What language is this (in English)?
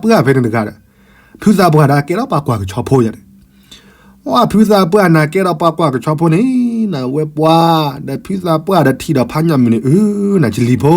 S'gaw Karen